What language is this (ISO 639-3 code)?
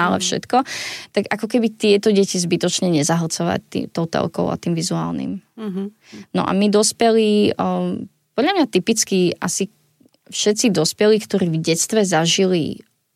slk